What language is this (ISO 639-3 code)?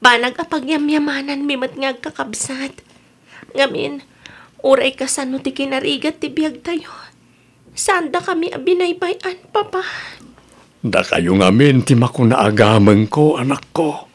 ilo